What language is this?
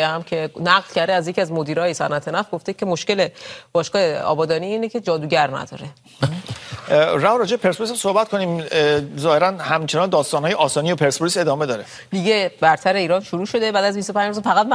Persian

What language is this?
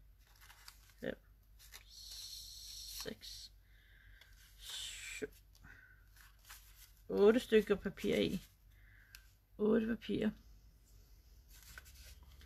Danish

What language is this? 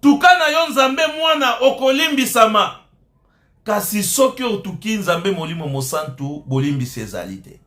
Lingala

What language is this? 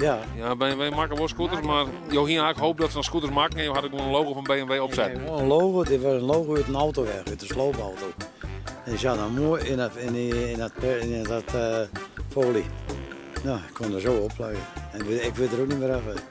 Western Frisian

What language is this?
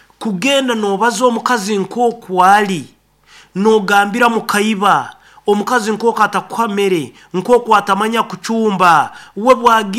Nyoro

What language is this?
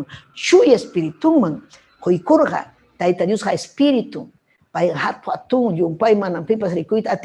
Ayacucho Quechua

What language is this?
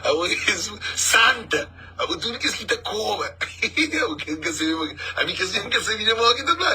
Kabuverdianu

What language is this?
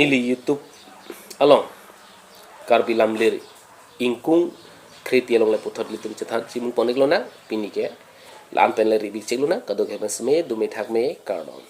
Karbi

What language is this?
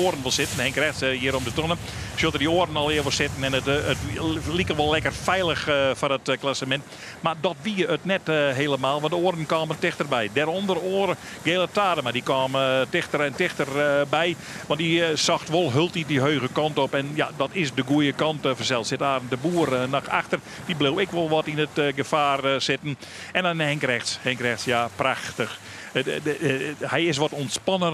Western Frisian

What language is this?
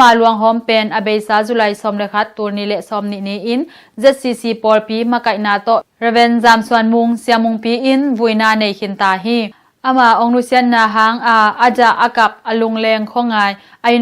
Tedim Chin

